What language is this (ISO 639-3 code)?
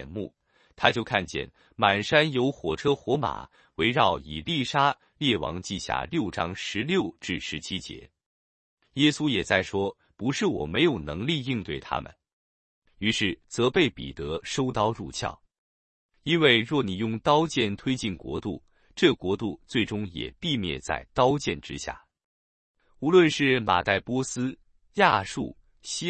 zho